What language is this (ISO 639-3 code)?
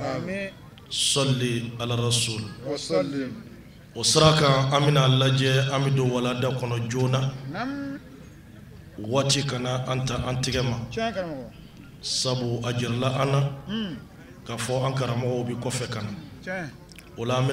bam